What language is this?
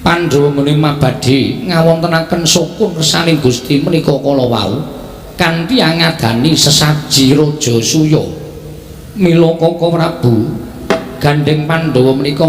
Javanese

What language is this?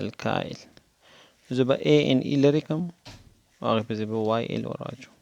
Pashto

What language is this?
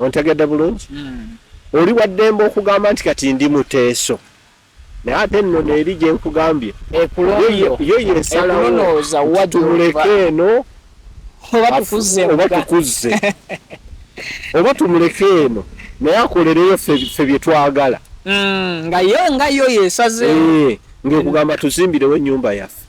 Ganda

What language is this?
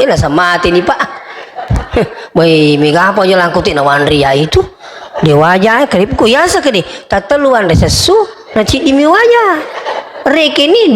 Buginese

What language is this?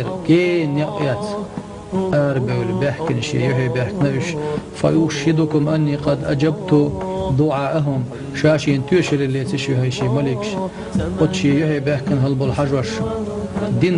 Chechen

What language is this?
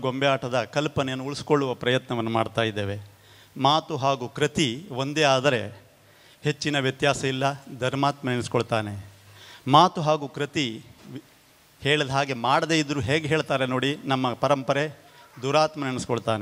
Kannada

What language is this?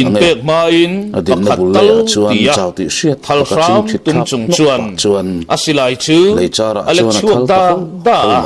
Mizo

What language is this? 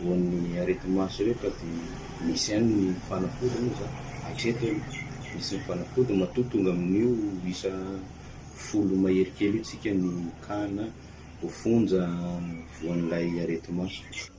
Malagasy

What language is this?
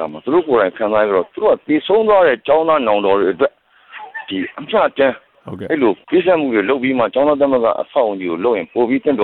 Burmese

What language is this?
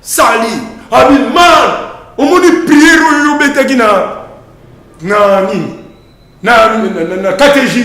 Lingala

